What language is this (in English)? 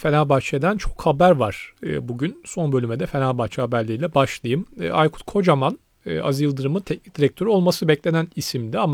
Turkish